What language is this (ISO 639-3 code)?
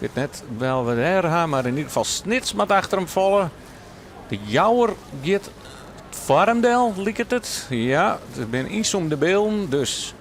fry